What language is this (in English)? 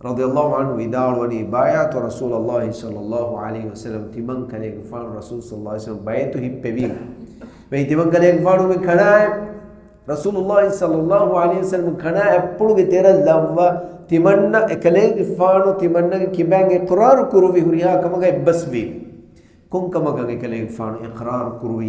Divehi